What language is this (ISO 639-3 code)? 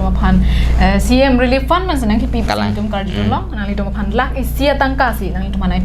mjw